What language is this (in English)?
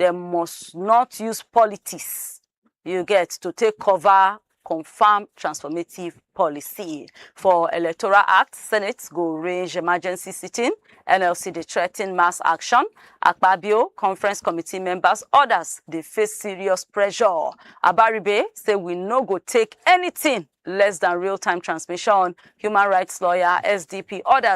Nigerian Pidgin